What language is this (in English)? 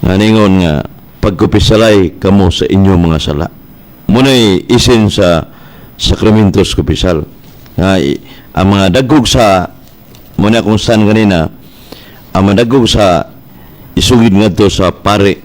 Cebuano